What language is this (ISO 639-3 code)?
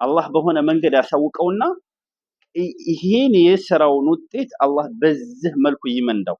amh